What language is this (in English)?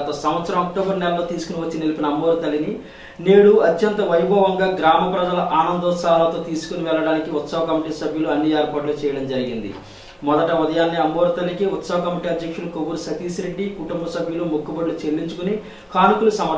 Telugu